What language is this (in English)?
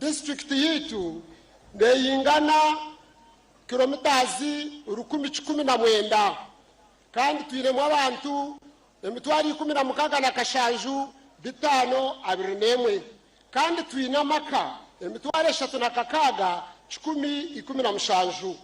Nyankole